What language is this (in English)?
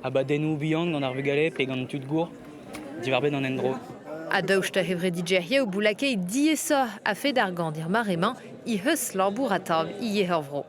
Breton